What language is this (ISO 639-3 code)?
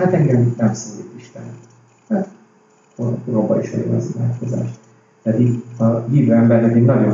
hun